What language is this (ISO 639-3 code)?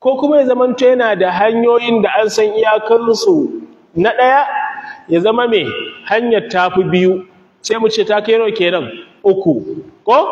hau